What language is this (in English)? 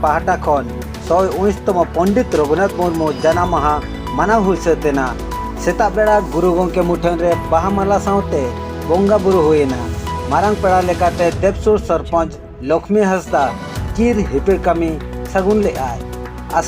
Santali